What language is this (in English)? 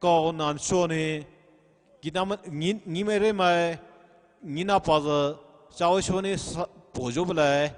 Poumei Naga